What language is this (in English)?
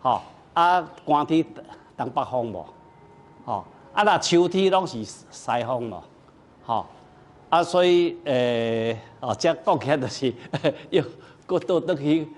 Min Nan Chinese